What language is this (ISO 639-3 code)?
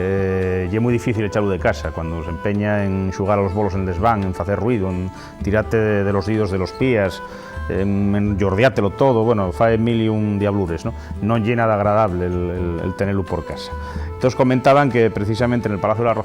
ast